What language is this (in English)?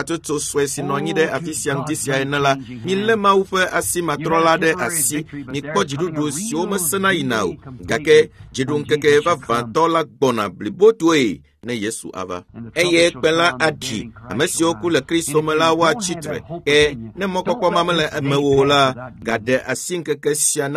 Ewe